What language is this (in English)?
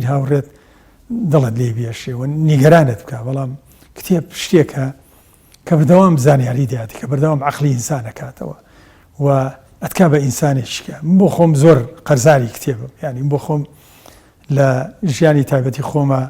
Central Kurdish